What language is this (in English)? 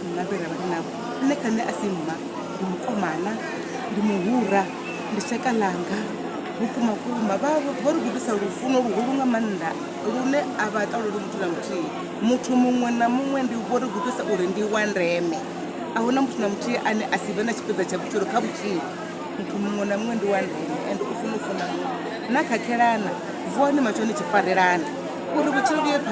Venda